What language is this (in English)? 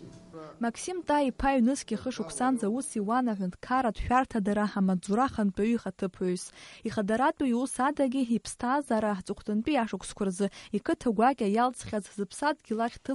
Abkhazian